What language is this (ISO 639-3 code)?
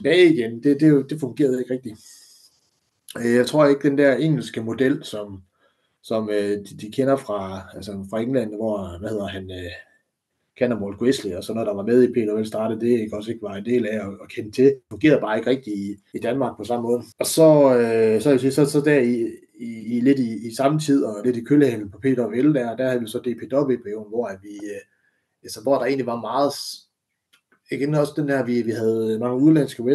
dan